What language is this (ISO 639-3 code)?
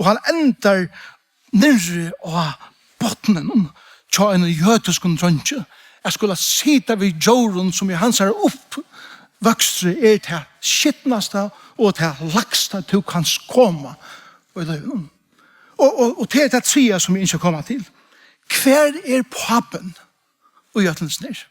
fao